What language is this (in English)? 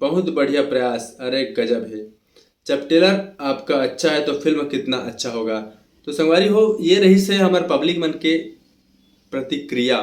Chhattisgarhi